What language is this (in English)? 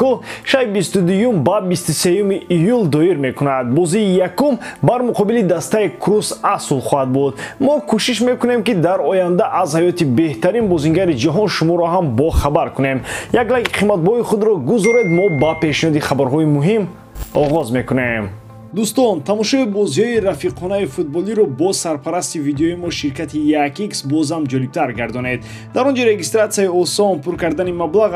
Tajik